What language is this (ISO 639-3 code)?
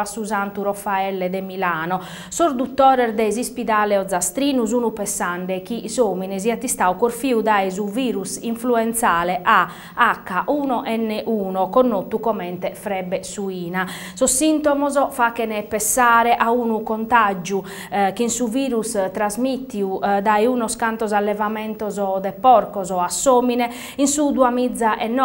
srd